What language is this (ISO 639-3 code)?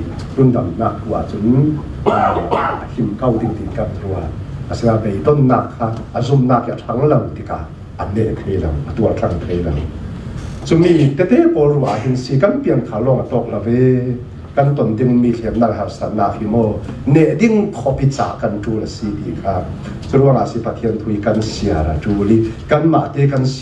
cfm